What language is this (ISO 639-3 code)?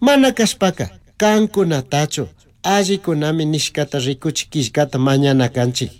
qug